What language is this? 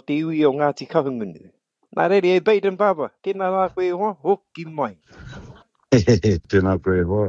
Māori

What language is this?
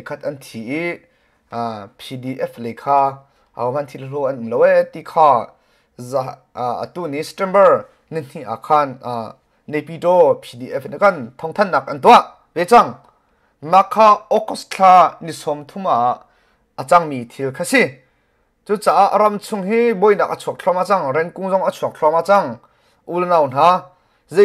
Hakha Chin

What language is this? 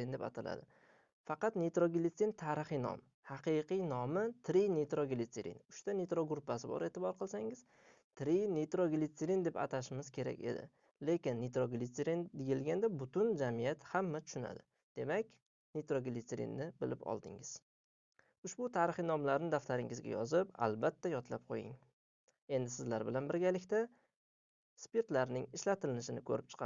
Uzbek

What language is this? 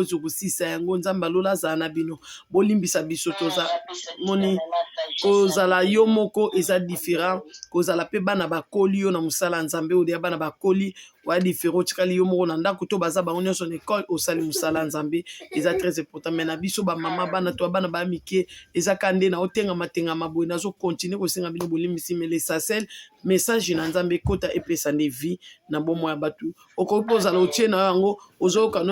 Lingala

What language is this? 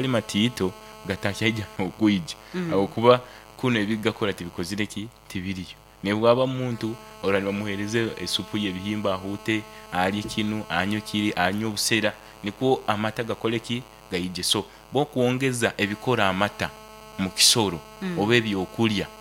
Nyoro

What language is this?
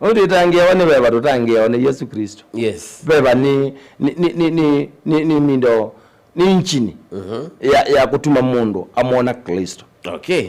Kamba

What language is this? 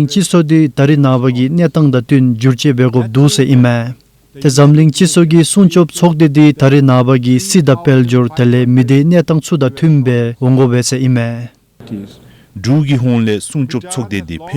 Dzongkha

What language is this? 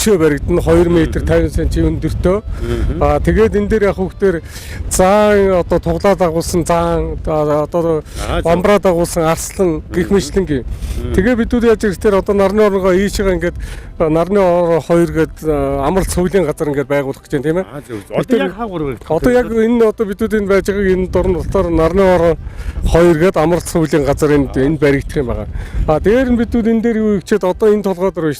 Mongolian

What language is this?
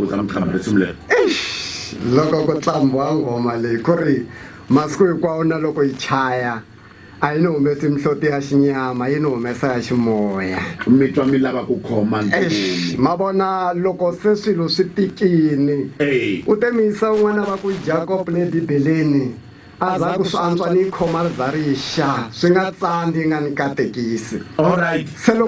Tsonga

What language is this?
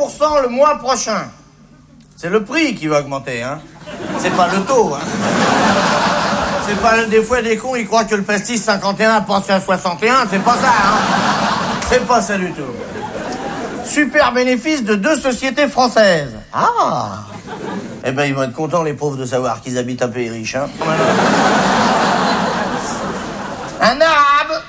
French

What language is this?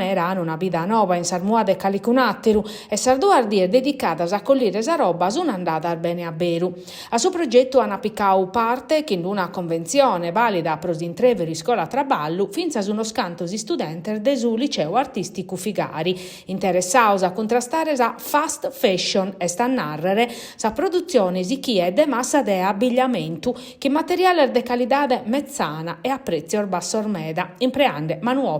Sardinian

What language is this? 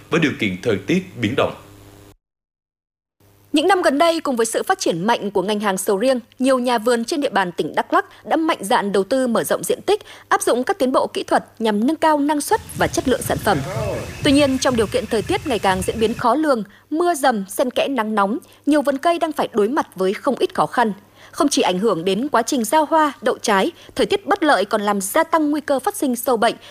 Vietnamese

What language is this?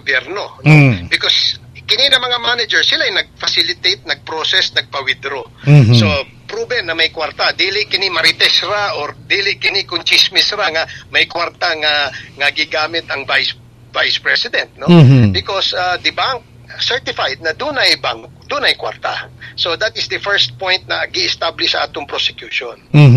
Cebuano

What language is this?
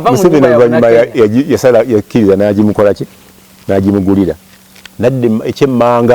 Ganda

